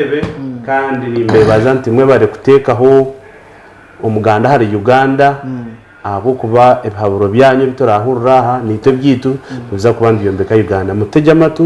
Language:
Nyankole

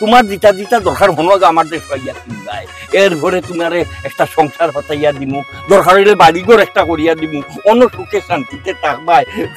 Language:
Sylheti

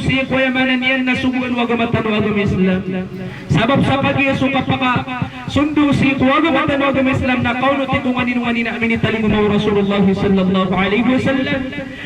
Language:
Maranao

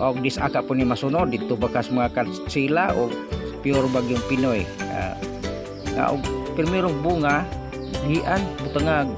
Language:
Cebuano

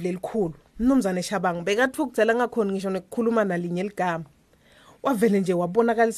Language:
Swati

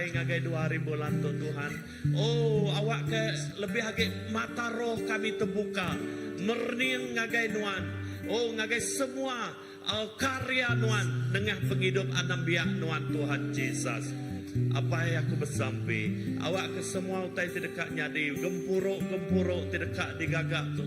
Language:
Iban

